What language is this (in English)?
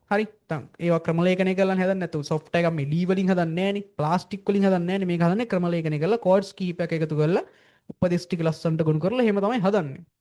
Sinhala